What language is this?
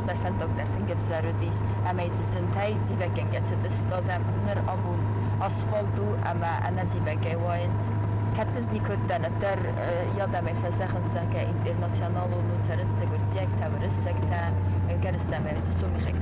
Ossetic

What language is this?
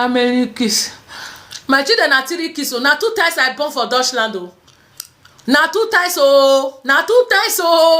Nigerian Pidgin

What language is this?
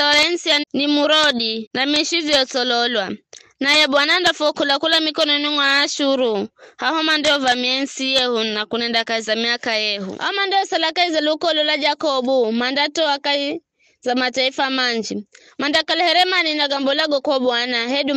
Giryama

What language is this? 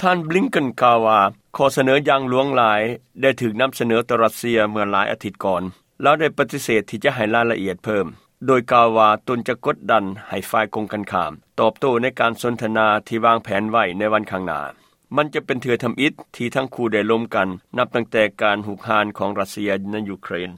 Lao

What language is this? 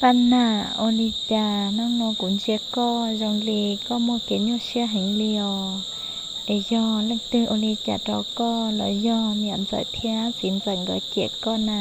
Hmong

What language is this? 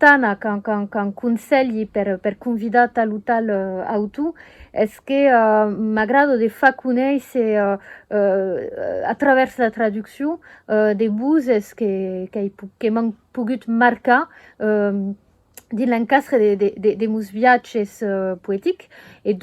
Occitan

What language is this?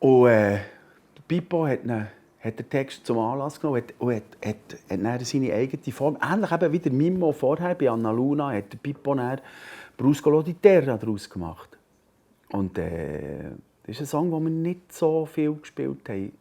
Swiss German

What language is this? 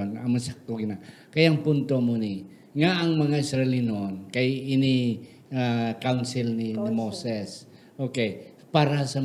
Hiligaynon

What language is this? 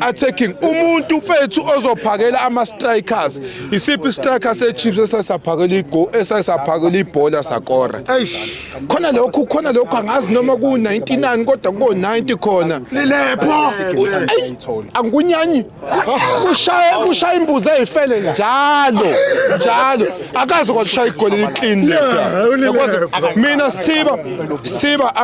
Zulu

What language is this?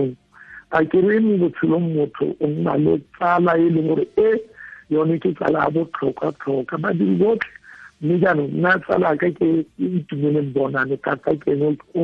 Tswana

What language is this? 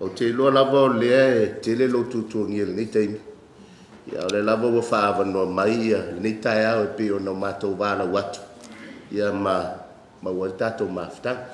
Samoan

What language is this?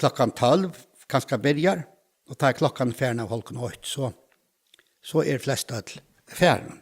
Faroese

